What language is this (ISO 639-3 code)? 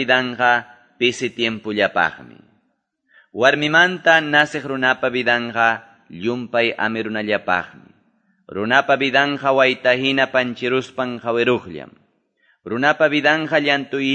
que